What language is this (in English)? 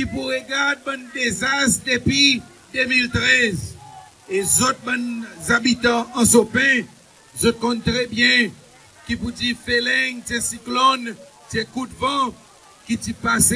Seselwa Creole French